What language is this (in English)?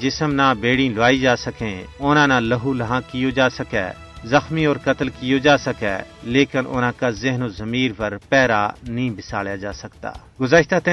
Gujari